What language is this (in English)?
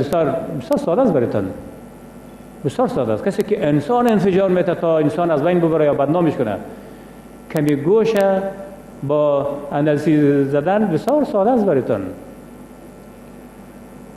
Persian